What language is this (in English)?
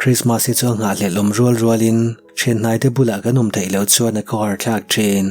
Mizo